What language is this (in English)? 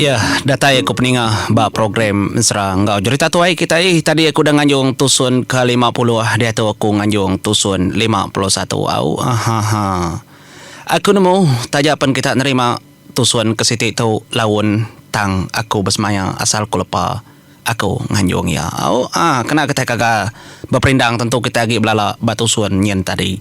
Iban